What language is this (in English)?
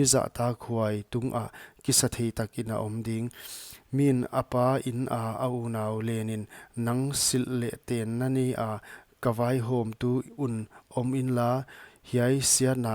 Paite Chin